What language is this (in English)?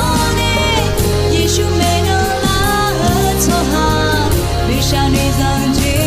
Akha